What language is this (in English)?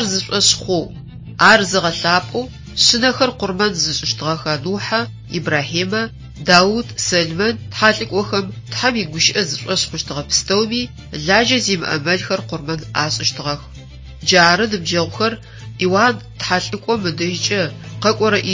Adyghe